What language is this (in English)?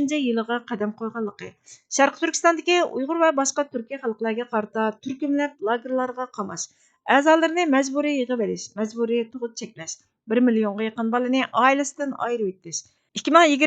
Uyghur